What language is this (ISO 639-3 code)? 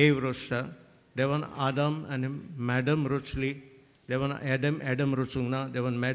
kok